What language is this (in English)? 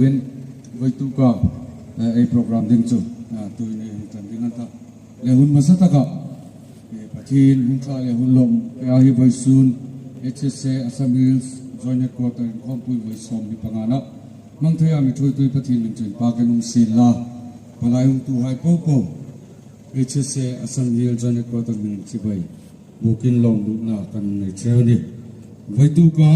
Hmar